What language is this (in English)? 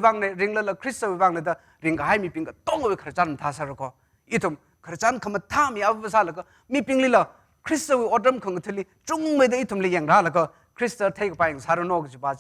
Tangkhul Naga (India)